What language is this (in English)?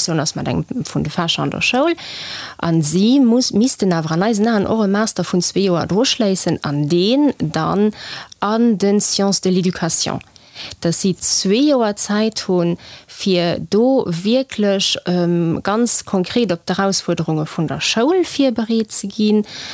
Luxembourgish